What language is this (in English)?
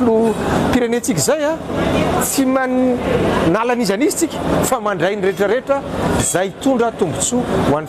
Malagasy